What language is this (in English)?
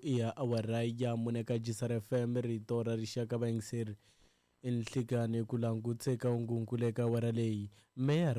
Tsonga